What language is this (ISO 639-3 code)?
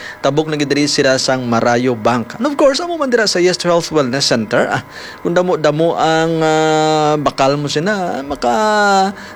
hil